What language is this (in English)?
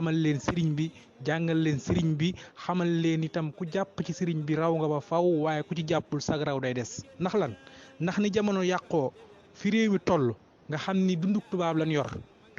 Wolof